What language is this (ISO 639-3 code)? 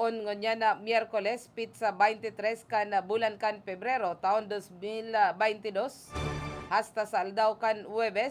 bik